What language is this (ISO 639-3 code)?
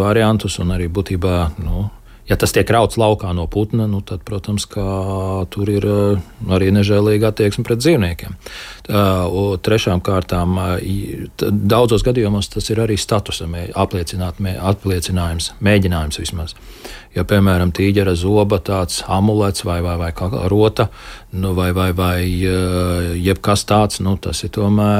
lav